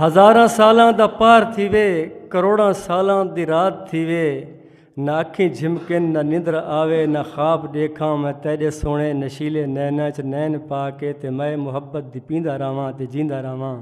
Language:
Saraiki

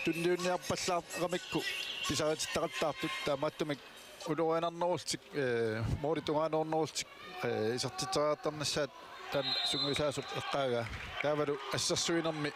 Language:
Kalaallisut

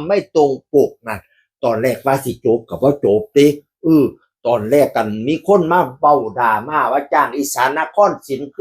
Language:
Northeastern Thai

